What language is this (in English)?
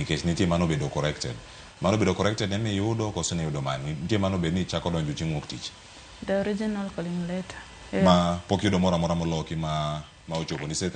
Luo (Kenya and Tanzania)